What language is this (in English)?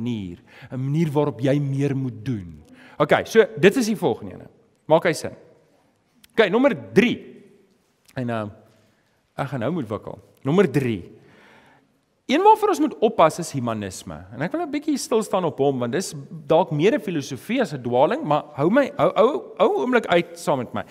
Afrikaans